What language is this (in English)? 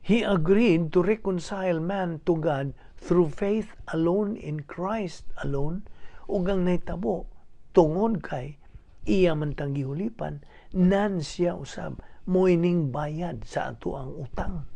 Cebuano